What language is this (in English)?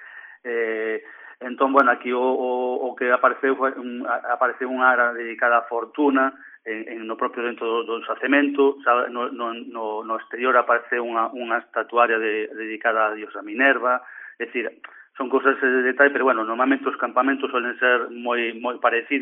Galician